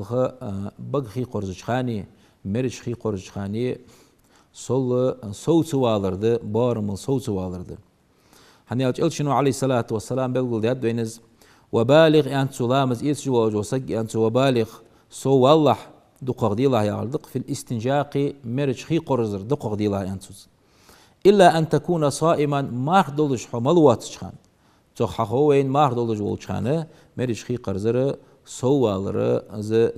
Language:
Ingush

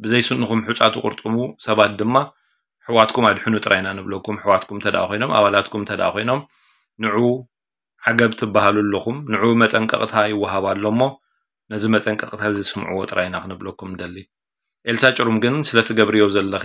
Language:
Tigrinya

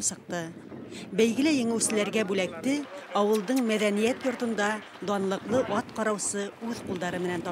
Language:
Bashkir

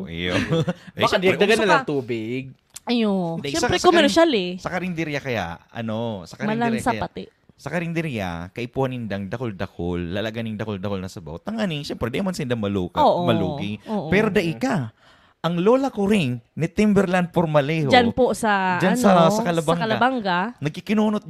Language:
Bikol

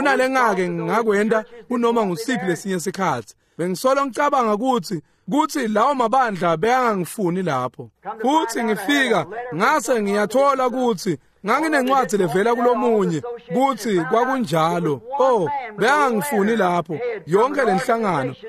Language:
Swati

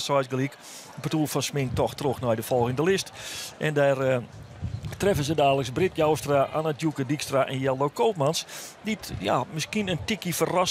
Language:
Western Frisian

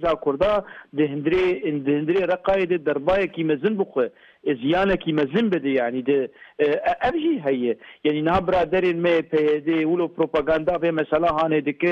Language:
Kurdish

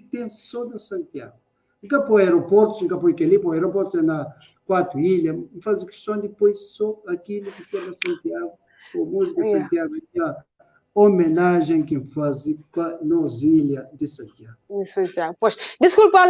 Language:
Kabuverdianu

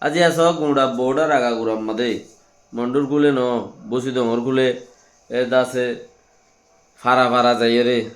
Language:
Rohingya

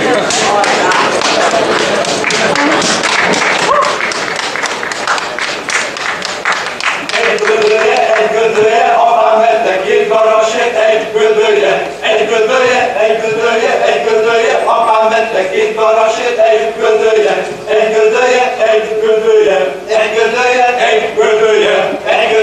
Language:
Hungarian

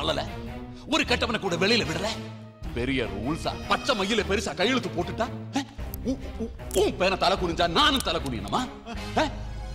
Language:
Tamil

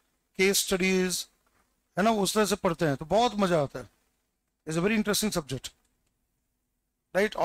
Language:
Hindi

